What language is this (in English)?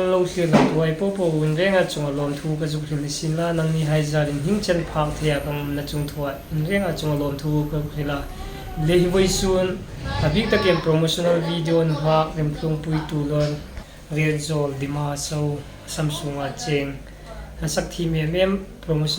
Hmar